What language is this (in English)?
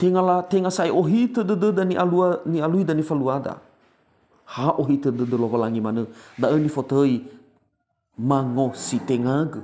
Nias